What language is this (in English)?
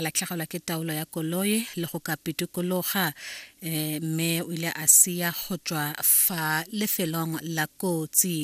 Tswana